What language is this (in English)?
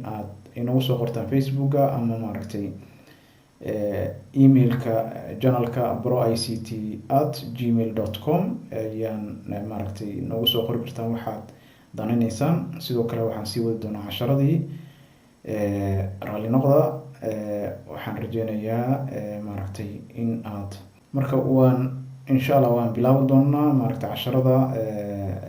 Somali